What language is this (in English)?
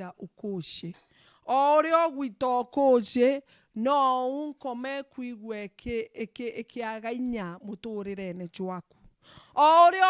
Meru